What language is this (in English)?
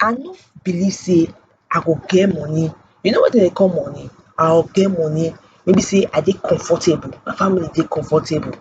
Nigerian Pidgin